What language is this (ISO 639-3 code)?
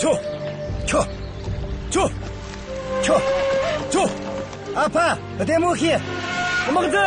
bod